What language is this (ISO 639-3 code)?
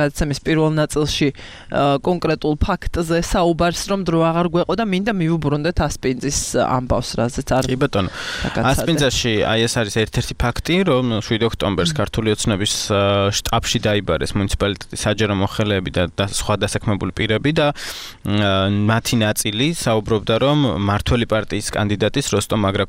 kat